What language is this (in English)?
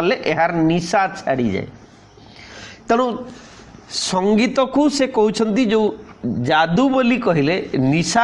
Odia